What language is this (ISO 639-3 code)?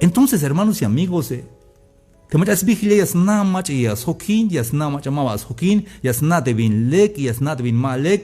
tzh